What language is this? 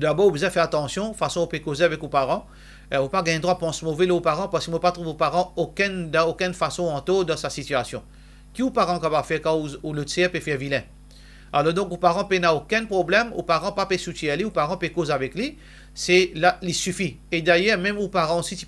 Morisyen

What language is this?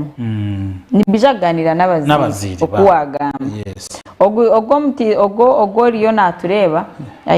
Nyankole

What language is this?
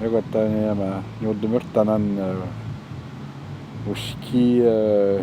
Atikamekw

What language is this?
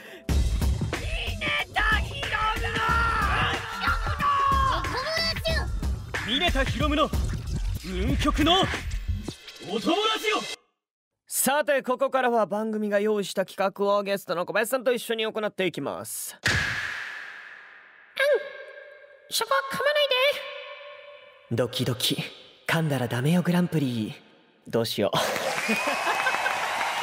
Japanese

